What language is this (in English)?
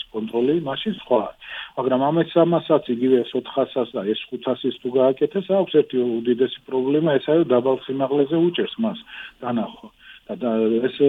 Georgian